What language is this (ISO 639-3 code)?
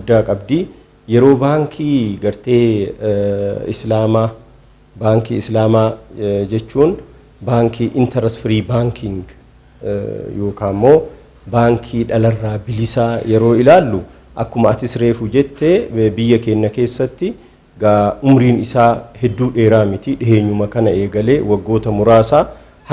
orm